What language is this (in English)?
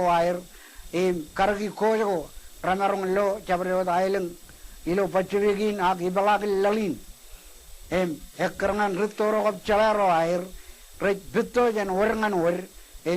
Marshallese